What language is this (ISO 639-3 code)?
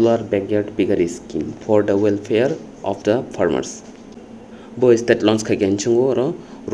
trp